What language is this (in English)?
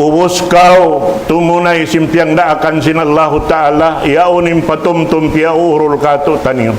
Tausug